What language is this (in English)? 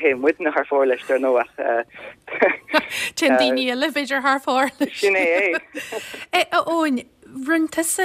Irish